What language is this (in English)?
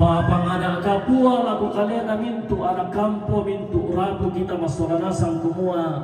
Toraja-Sa'dan